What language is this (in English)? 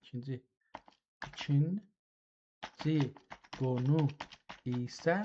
South Azerbaijani